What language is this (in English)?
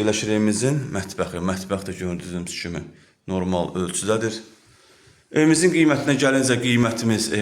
Azerbaijani